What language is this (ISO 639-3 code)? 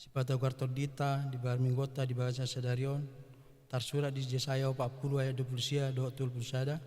bbc